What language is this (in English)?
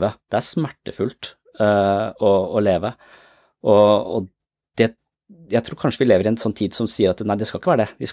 Norwegian